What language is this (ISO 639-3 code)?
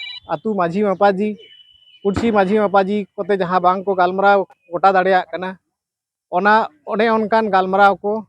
sat